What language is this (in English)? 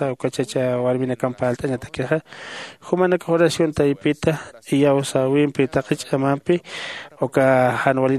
Aymara